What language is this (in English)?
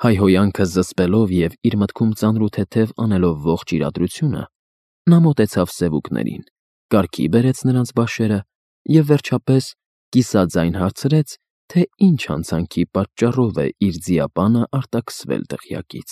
Armenian